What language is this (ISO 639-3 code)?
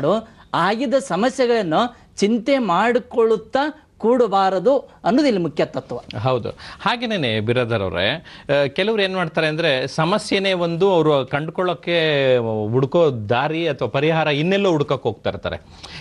kan